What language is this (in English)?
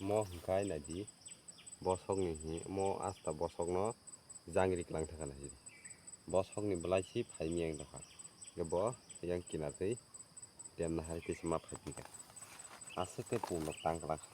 Kok Borok